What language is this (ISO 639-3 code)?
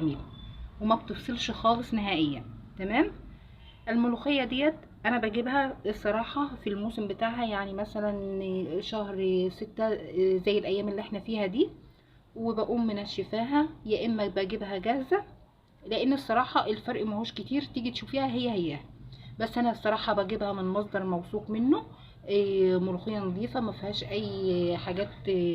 arz